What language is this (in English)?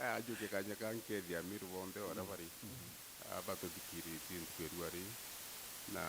Meru